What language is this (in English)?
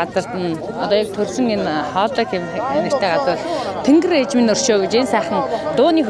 Mongolian